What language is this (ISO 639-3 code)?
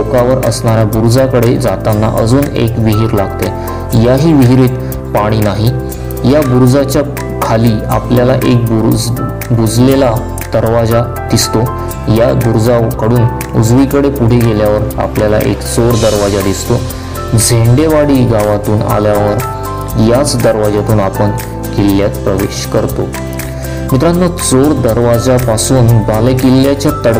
mar